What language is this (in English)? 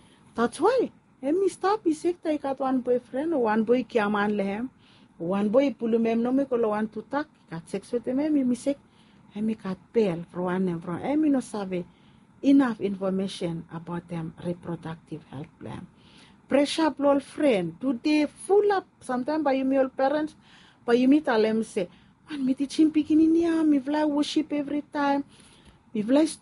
Bislama